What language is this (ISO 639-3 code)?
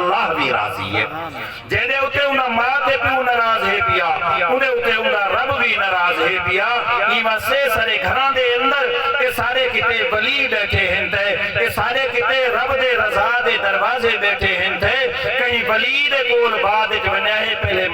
skr